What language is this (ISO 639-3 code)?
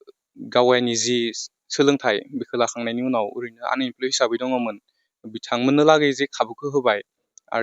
brx